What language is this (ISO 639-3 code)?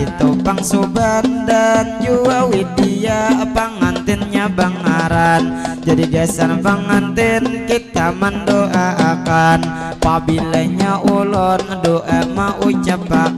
bjn